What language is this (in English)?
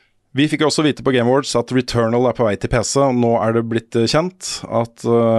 Norwegian